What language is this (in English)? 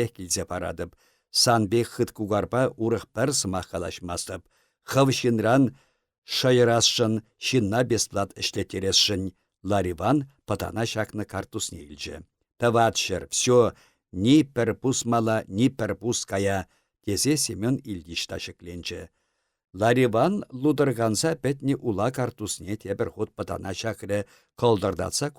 Chuvash